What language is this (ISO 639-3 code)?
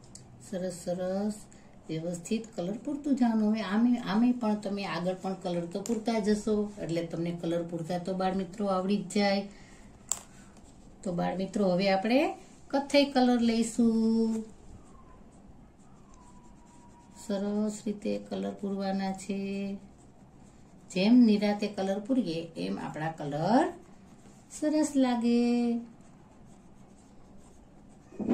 guj